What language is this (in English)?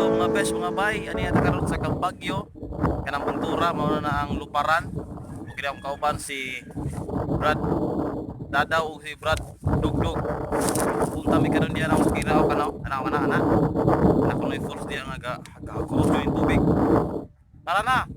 Cebuano